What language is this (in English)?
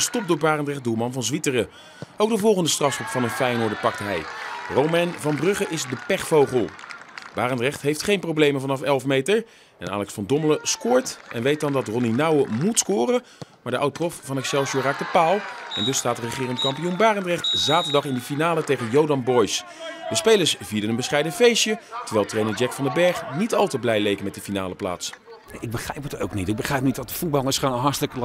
Dutch